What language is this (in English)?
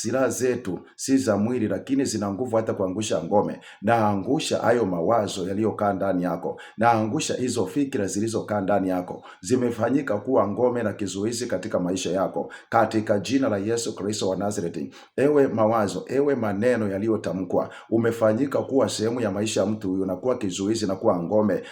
Swahili